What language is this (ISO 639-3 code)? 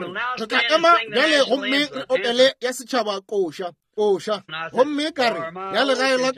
nso